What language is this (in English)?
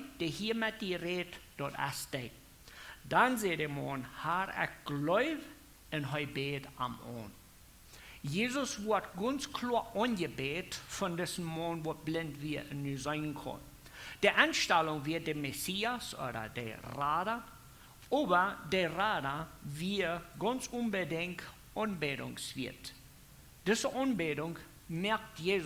Plautdietsch